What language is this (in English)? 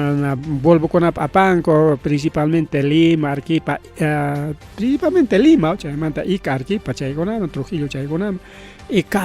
Ayacucho Quechua